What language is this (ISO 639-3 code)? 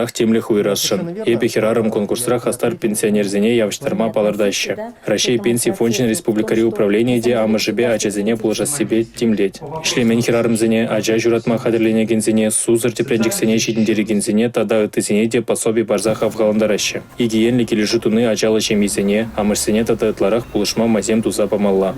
chv